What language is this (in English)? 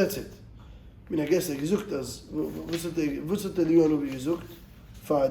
Yiddish